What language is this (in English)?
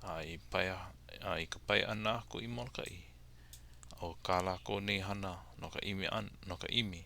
Hawaiian